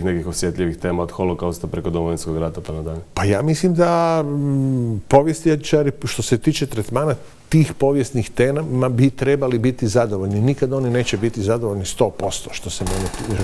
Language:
Croatian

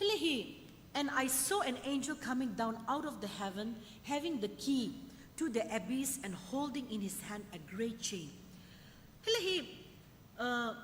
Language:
Sumi Naga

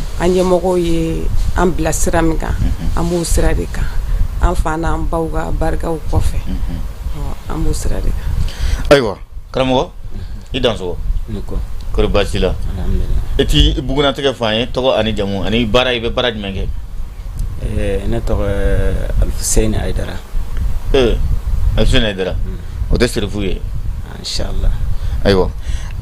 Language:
Bambara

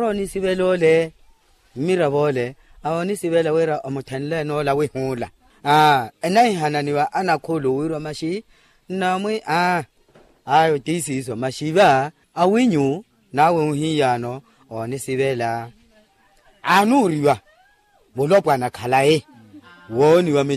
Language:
Makhuwa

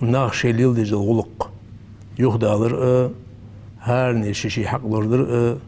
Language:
Ingush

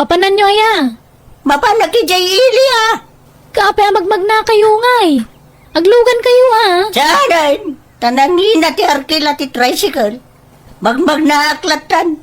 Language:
Iloko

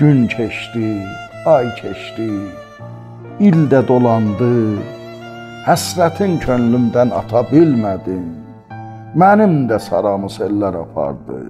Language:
South Azerbaijani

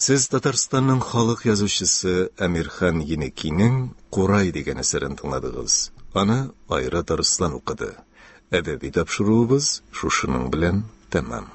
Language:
Tatar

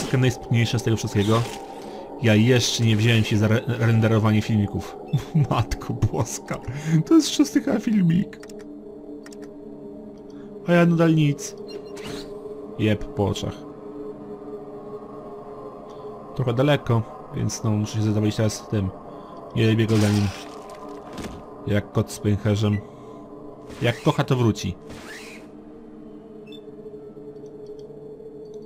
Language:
Polish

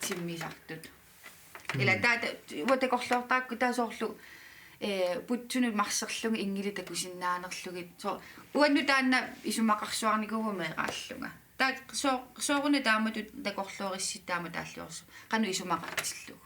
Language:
Kalaallisut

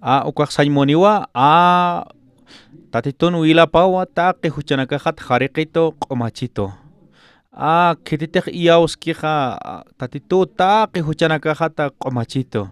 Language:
Aymara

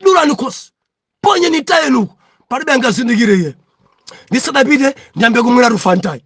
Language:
Nyanja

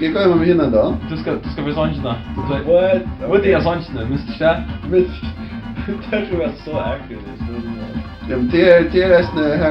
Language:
Faroese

